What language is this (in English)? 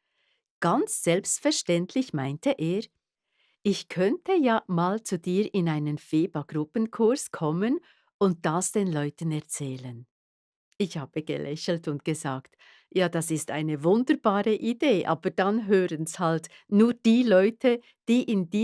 Swiss German